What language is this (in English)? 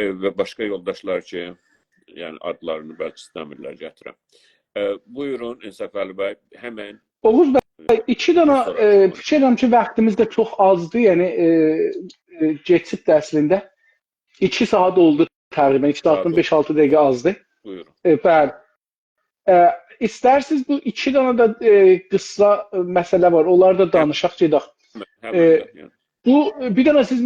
South Azerbaijani